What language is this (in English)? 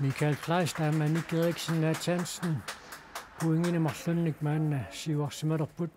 Kalaallisut